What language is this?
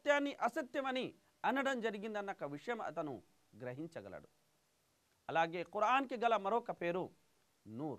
Telugu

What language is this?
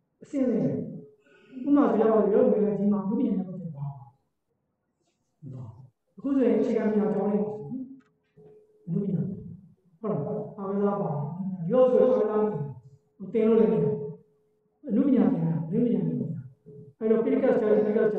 Burmese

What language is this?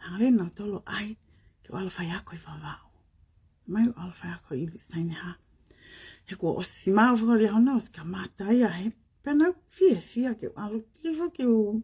Tongan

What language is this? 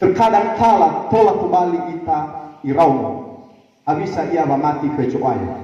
Nias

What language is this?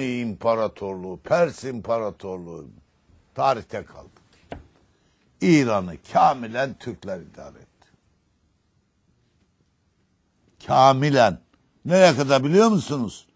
Turkish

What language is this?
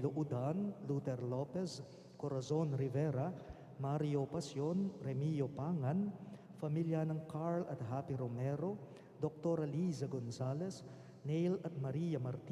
Pampanga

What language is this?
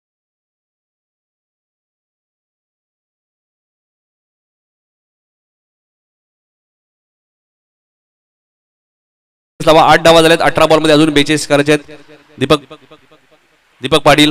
Marathi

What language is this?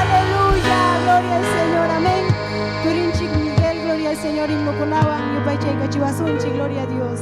Ayacucho Quechua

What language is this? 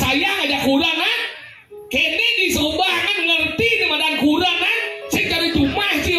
Balinese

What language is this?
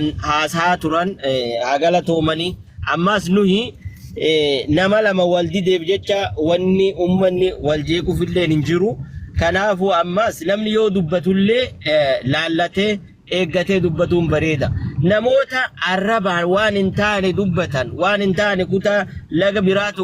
Oromo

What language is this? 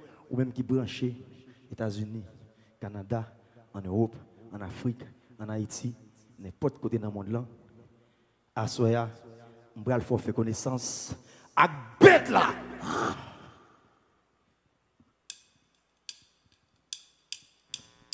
French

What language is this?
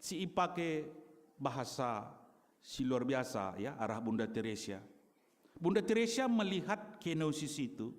Batak Karo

